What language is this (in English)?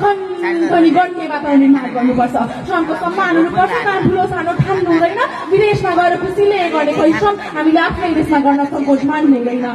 Nepali